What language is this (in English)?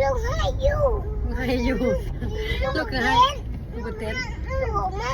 Northeastern Thai